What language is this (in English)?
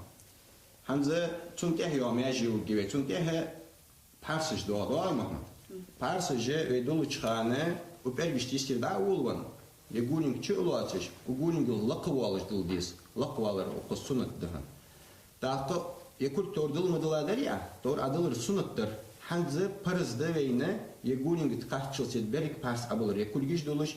Ingush